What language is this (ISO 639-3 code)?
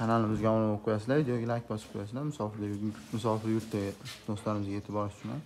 uzb